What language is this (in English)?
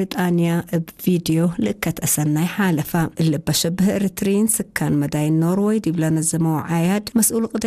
Tigre